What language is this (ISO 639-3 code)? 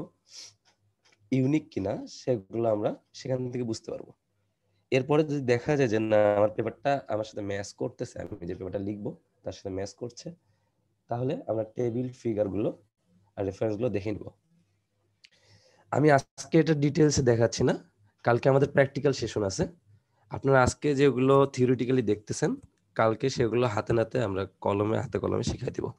ben